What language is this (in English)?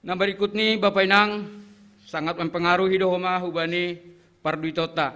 Batak Simalungun